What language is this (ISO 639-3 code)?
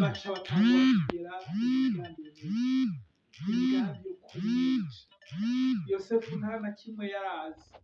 run